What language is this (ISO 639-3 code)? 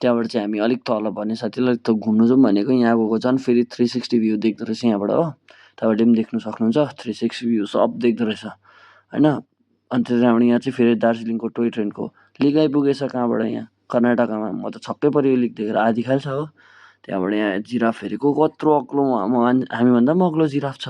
nep